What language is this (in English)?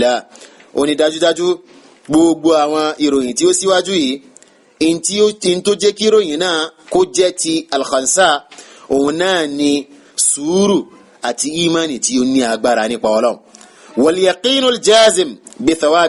Yoruba